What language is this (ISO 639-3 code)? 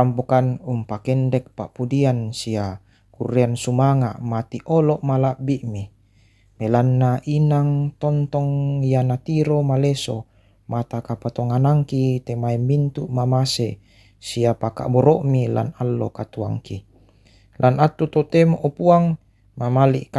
sda